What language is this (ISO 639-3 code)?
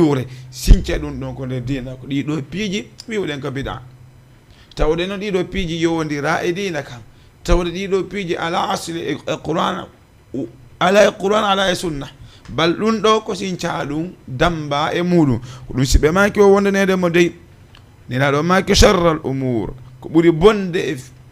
ful